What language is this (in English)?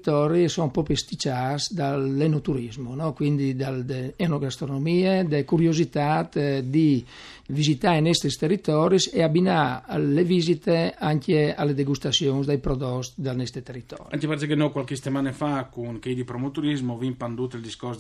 Friulian